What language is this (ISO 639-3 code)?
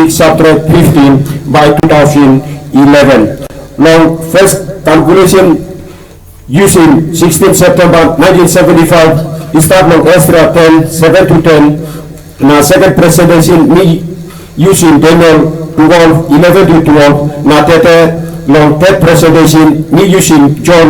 tpi